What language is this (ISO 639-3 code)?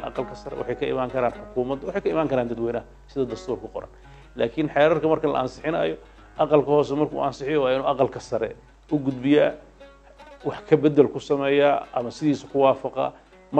som